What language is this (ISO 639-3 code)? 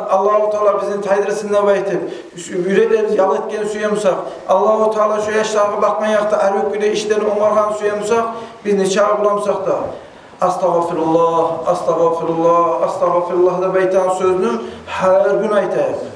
kum